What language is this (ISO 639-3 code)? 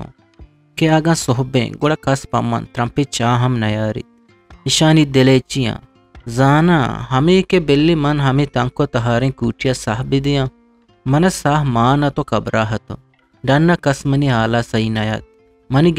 bgp